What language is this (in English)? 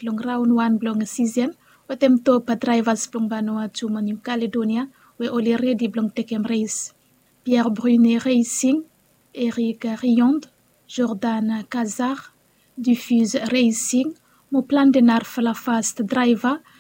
Bislama